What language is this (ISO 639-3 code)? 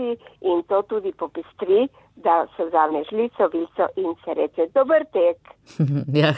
slv